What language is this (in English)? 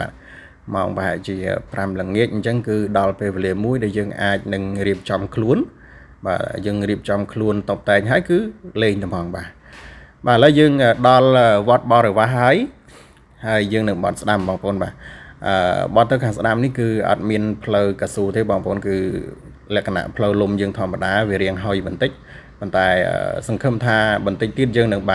Khmer